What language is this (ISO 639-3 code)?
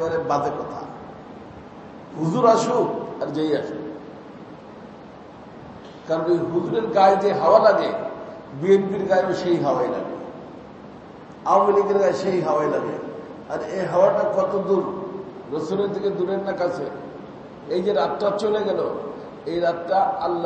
ben